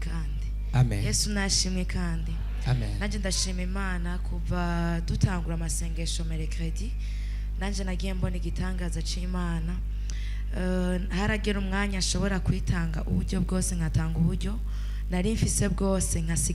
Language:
Rundi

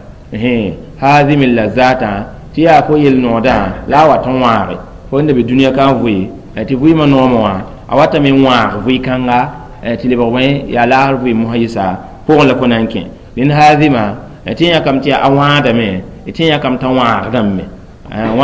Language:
Mossi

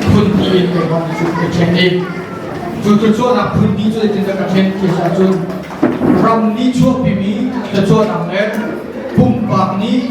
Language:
Hakha Chin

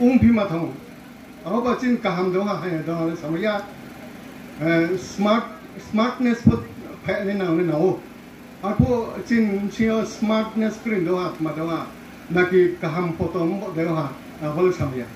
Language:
Riang (India)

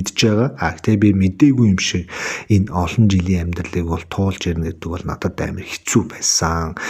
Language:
Mongolian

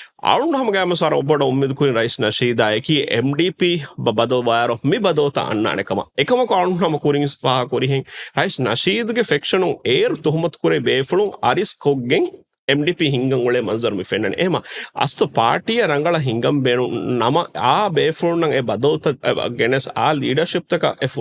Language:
Divehi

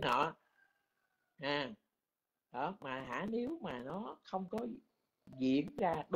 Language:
Vietnamese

